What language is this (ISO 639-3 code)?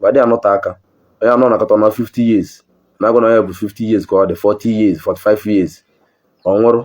ibo